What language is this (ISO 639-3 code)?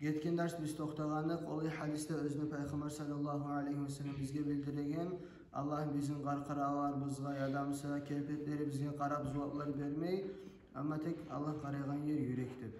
kum